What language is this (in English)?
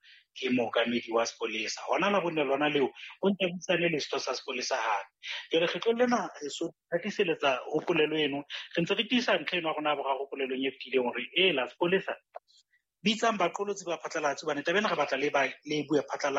Southern Sotho